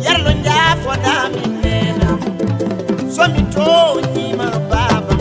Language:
Fula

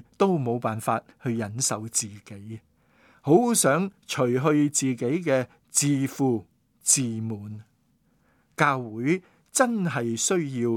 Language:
Cantonese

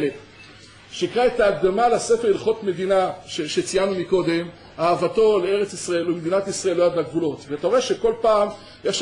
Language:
Hebrew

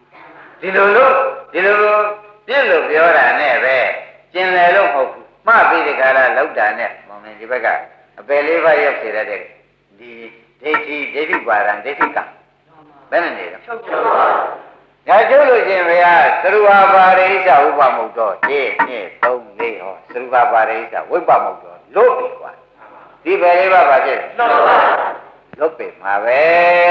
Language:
Burmese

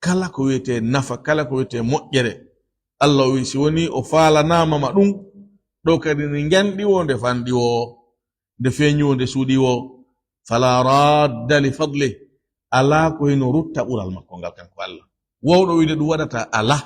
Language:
Fula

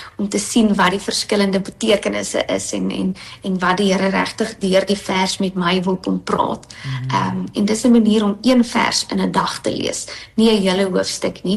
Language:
Afrikaans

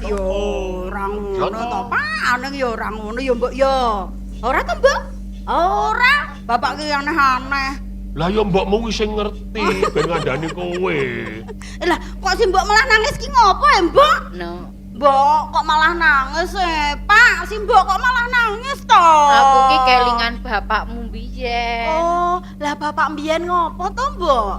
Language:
Javanese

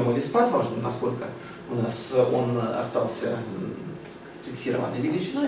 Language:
Russian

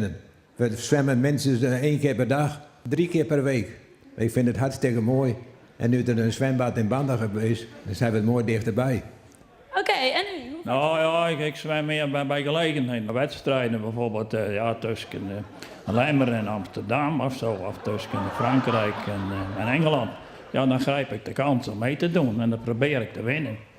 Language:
Western Frisian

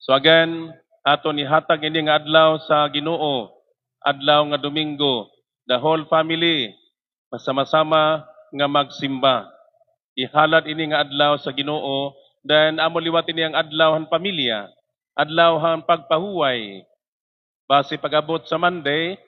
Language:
Waray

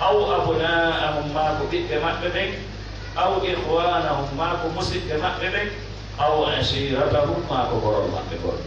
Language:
Fula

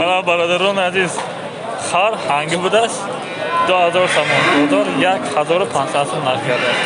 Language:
Tajik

